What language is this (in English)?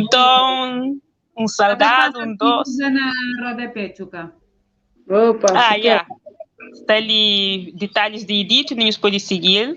Kabuverdianu